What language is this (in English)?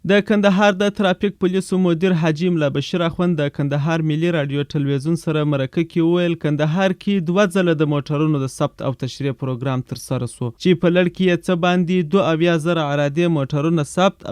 Pashto